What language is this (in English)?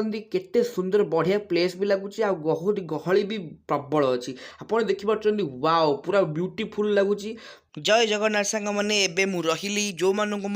Odia